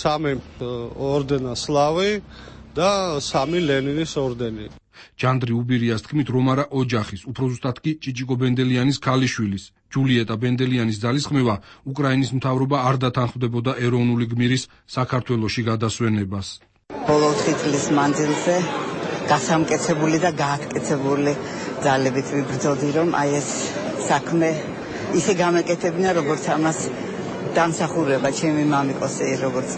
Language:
Georgian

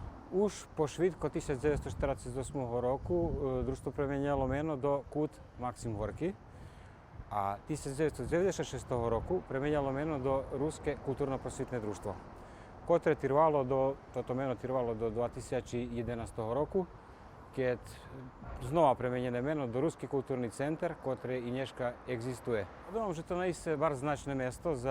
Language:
Rusyn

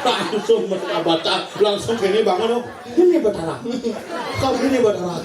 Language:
Balinese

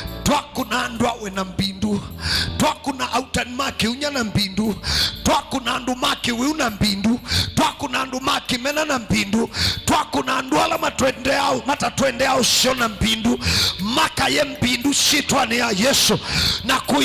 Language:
Kamba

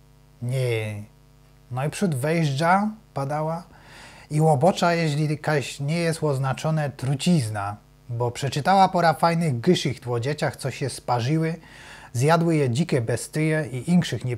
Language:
Silesian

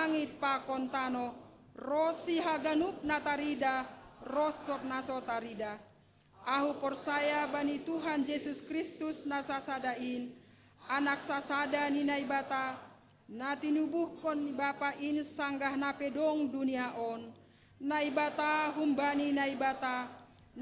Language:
Batak Simalungun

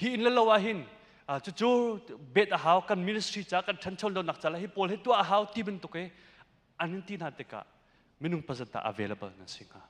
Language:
Hakha Chin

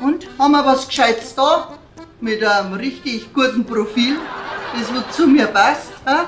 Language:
Bavarian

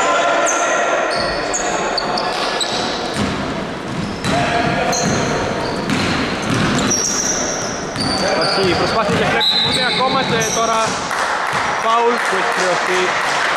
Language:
Greek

